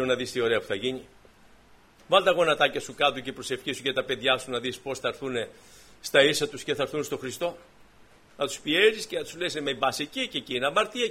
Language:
Greek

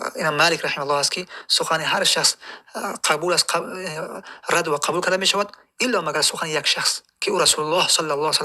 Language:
Tajik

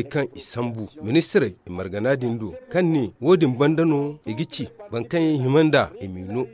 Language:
Zarma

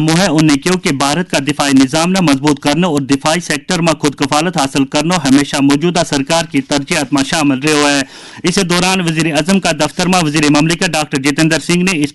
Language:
Gujari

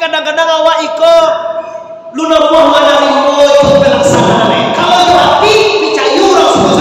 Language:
Minangkabau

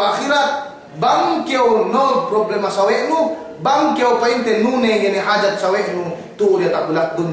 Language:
Yakan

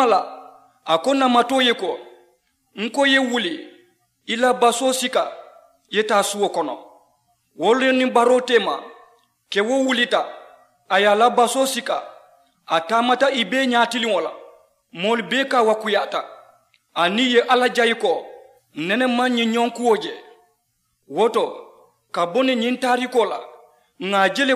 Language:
Mandingo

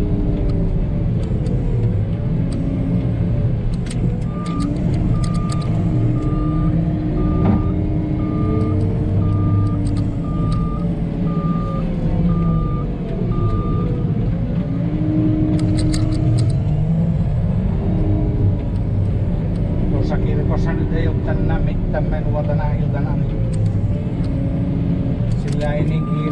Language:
Finnish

